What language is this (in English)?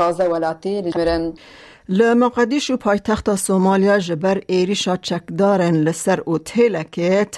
Kurdish